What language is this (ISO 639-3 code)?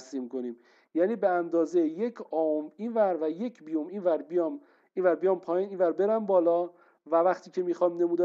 fas